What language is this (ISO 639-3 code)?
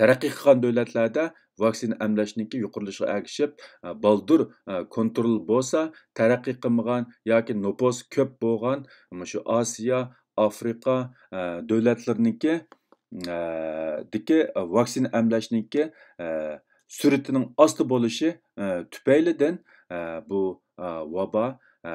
uig